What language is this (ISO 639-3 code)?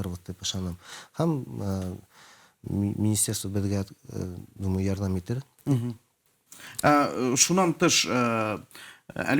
bak